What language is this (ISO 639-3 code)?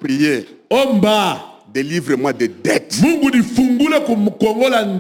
swa